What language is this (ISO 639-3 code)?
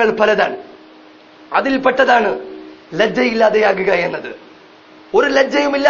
mal